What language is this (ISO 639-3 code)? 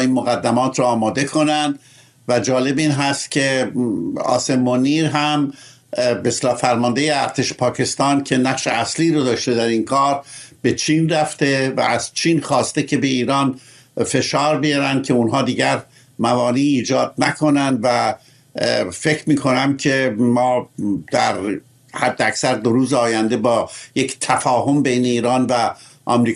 fas